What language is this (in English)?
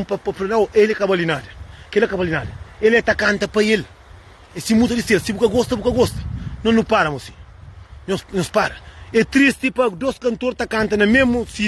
Kabuverdianu